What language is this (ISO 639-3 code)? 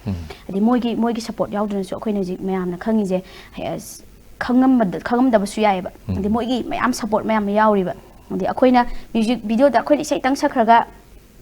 mni